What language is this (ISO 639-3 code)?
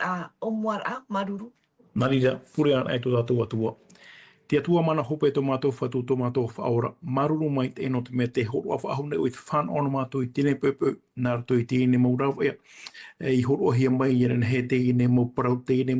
tah